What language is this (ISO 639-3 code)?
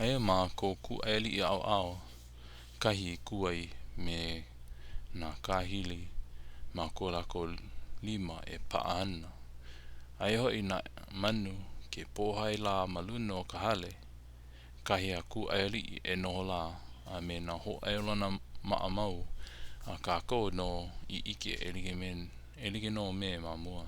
haw